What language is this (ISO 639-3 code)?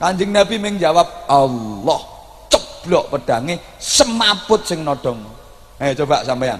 jav